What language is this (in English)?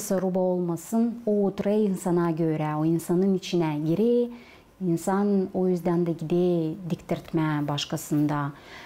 Gagauz